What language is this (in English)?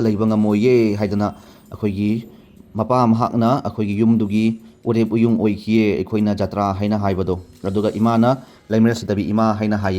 Manipuri